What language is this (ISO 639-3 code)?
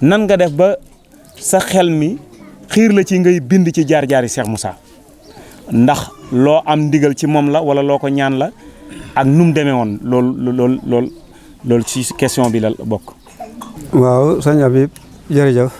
wol